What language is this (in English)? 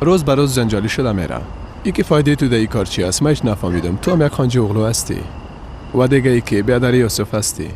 Persian